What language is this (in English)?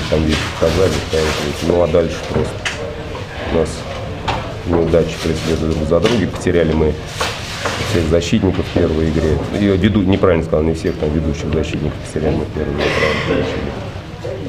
Russian